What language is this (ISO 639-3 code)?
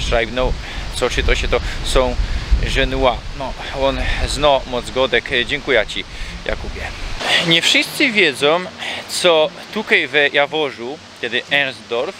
szl